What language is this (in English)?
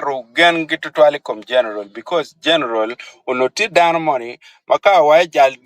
Acoli